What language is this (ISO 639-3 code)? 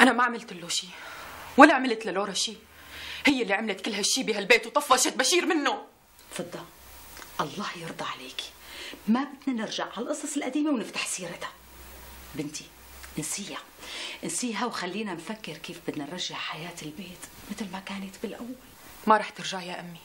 apc